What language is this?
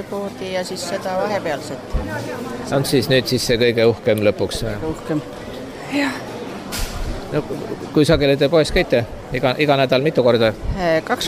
Estonian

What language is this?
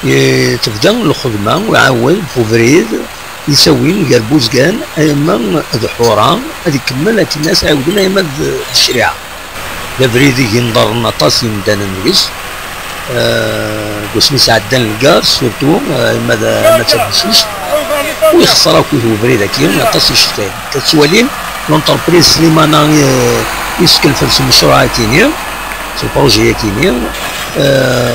Kabyle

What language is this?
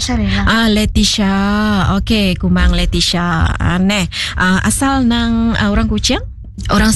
Iban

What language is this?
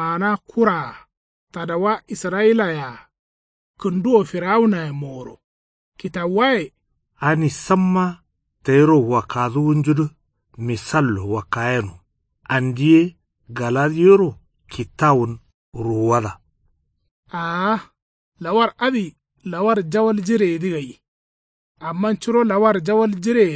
Kanuri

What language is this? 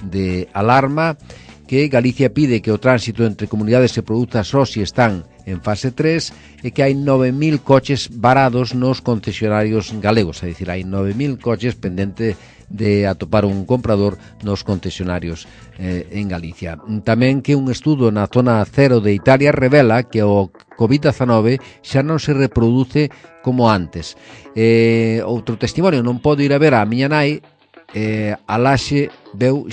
Galician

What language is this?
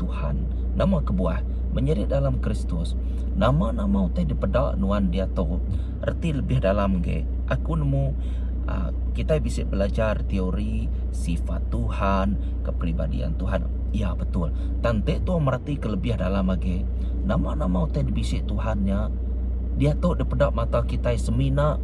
Iban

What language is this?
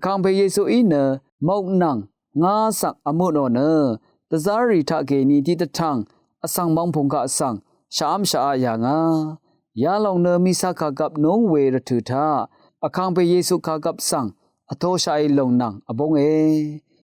Rawang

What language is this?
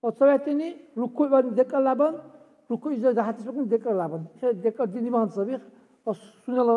Dargwa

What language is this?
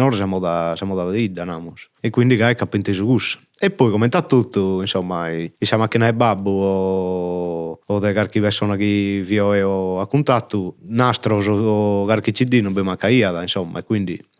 Sardinian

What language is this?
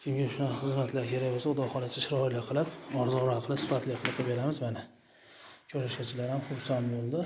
Uzbek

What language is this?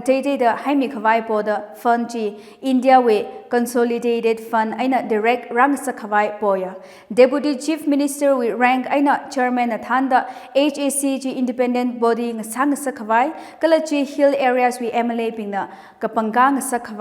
Tangkhul Naga (India)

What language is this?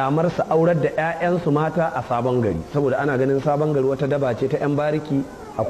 Hausa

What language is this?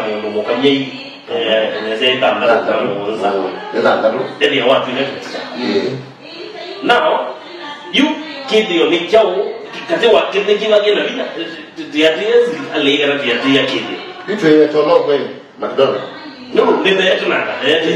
Kamba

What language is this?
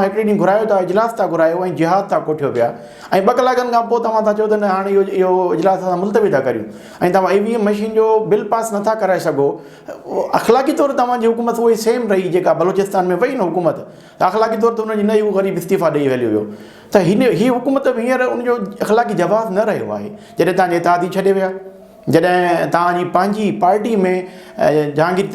Sindhi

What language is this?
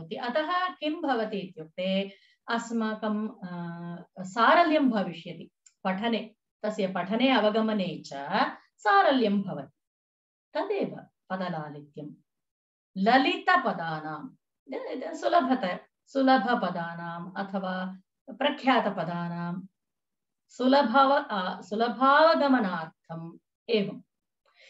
Sanskrit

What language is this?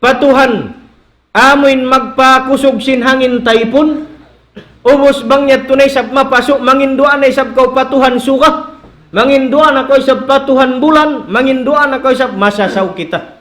Tausug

